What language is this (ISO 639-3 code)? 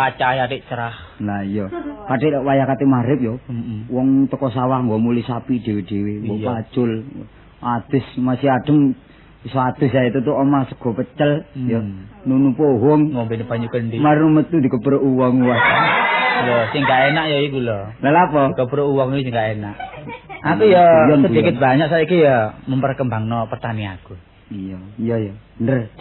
jav